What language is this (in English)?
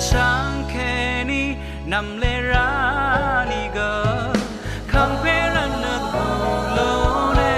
Rawang